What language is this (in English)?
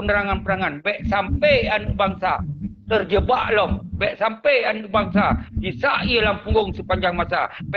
Achinese